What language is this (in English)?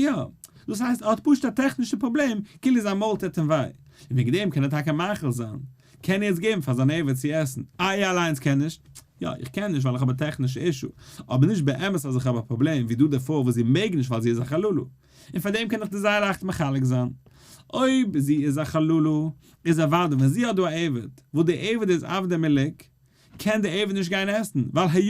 Yiddish